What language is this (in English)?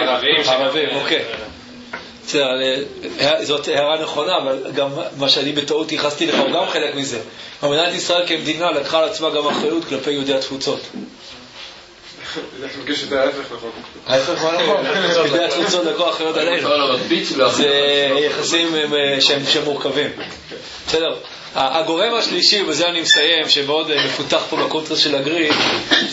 Hebrew